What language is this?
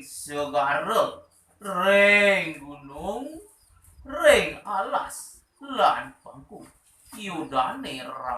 Balinese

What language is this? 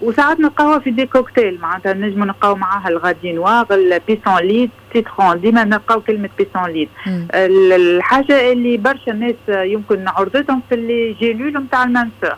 Tunisian Arabic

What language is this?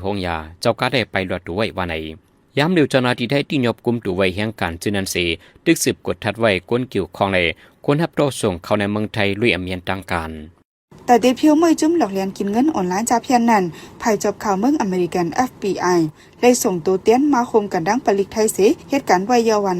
Shan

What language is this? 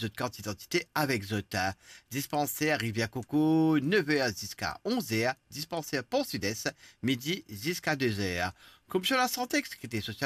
Morisyen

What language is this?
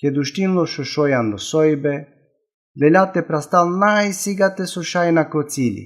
Balkan Romani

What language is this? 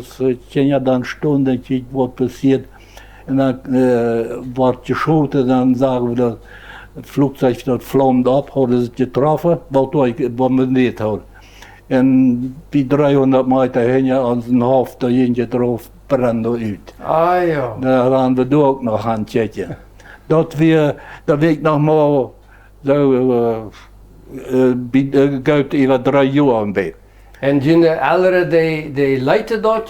Plautdietsch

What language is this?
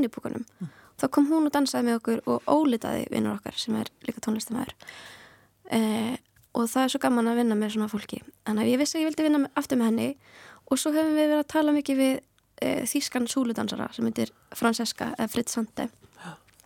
Icelandic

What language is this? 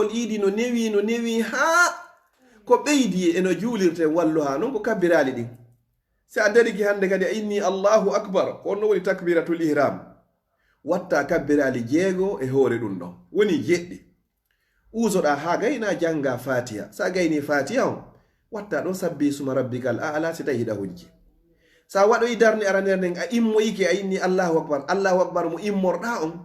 Fula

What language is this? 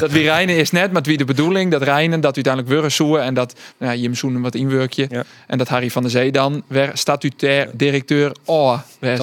Western Frisian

